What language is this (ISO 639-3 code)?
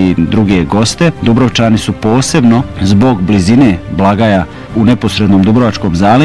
bos